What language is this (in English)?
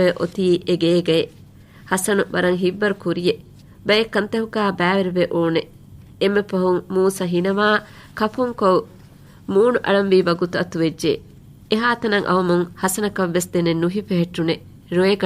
Divehi